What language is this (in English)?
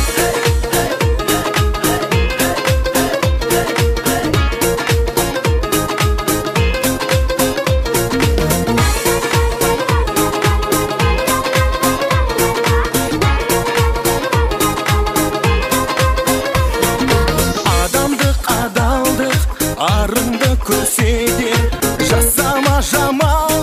Kazakh